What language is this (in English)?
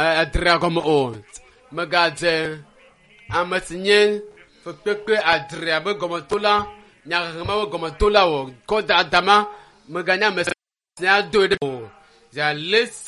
Ewe